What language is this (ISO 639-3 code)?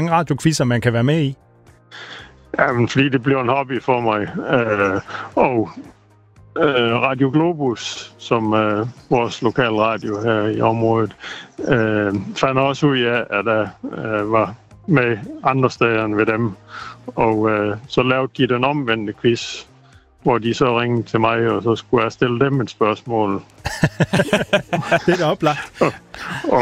dan